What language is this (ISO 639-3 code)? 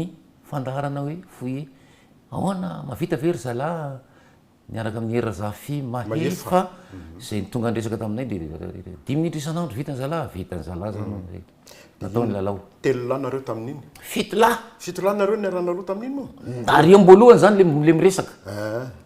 mlg